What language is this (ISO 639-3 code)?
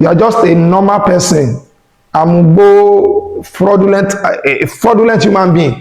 yor